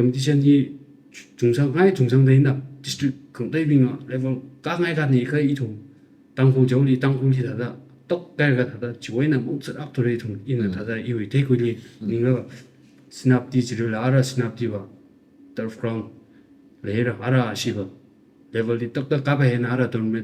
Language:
Tangkhul Naga (India)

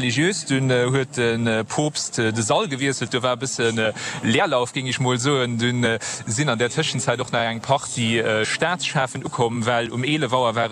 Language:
Luxembourgish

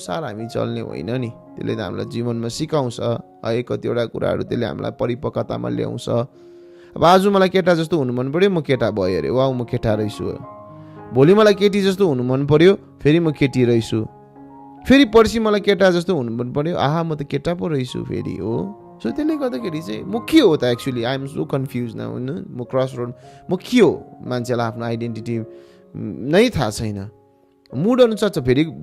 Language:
Nepali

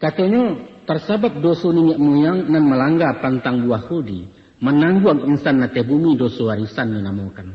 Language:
Minangkabau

